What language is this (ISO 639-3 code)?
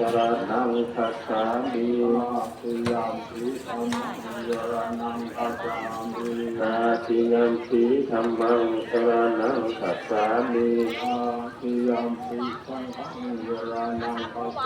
pli